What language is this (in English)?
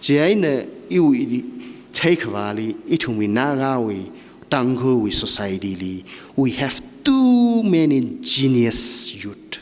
Tangkhul Naga (India)